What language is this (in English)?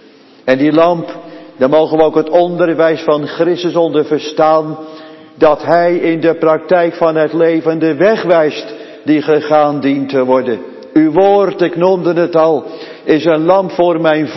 Dutch